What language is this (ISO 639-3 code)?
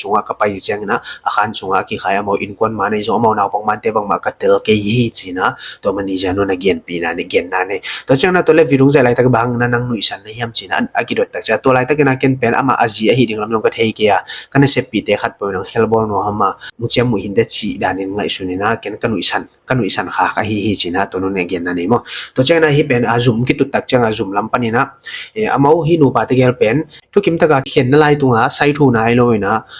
ctd